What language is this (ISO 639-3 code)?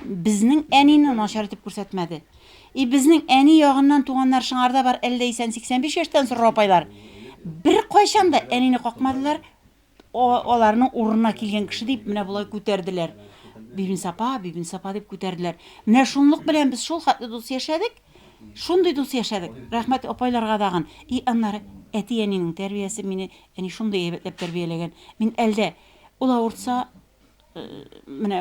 tat